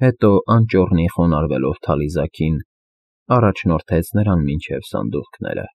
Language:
Armenian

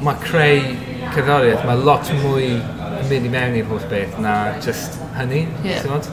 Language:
Welsh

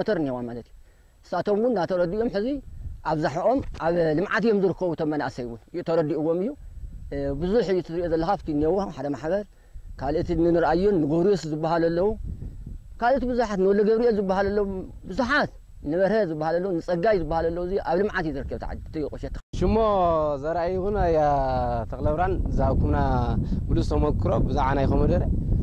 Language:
Tigrinya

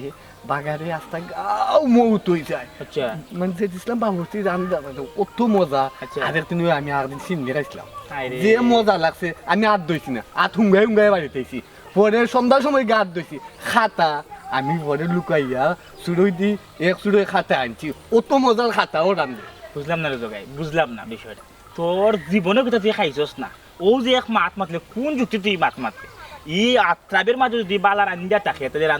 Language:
Sylheti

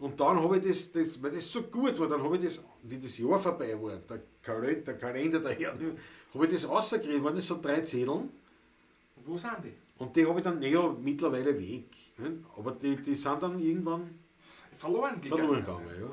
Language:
Bavarian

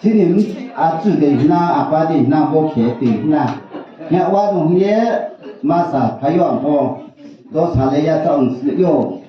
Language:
Riang (India)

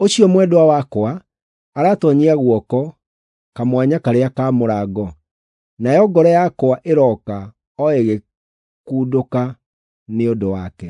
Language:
Kikuyu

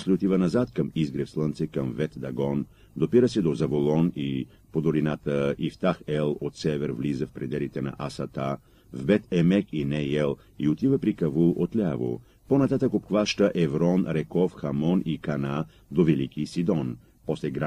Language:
Bulgarian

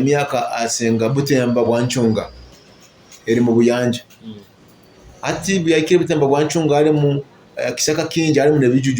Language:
Nyoro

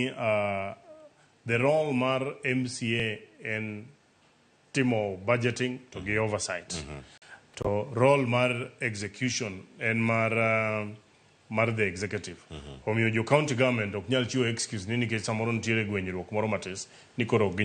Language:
Luo (Kenya and Tanzania)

